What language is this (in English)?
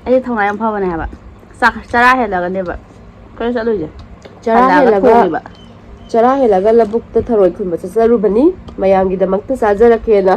Manipuri